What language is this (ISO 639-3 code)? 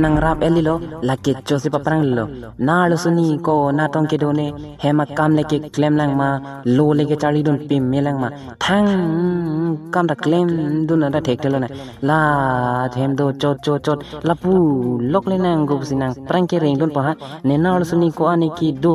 mjw